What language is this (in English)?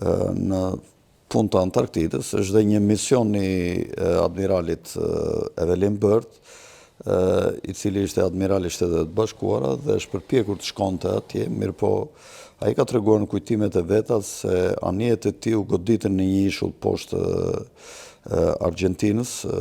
Albanian